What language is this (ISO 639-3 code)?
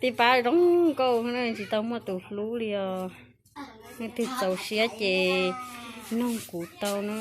hmn